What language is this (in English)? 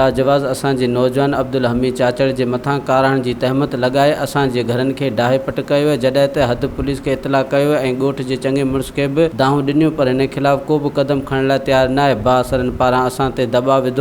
Sindhi